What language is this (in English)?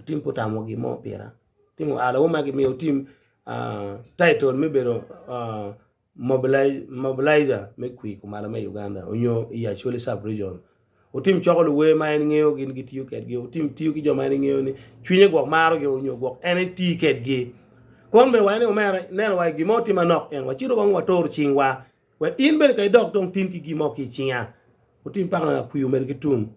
Acoli